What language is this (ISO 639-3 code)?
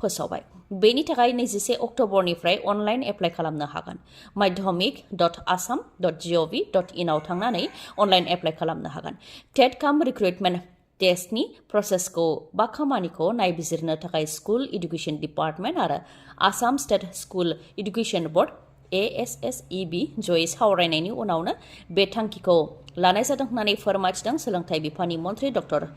brx